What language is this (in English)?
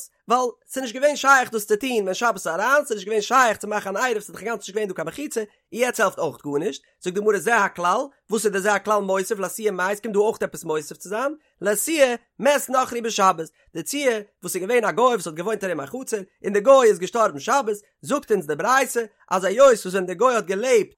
Yiddish